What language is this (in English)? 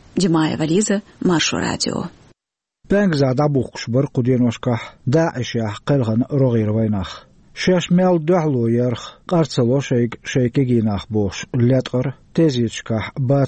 Chechen